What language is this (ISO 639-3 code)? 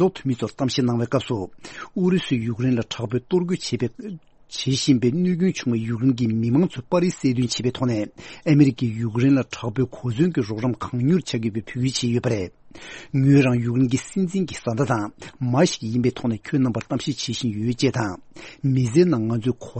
bod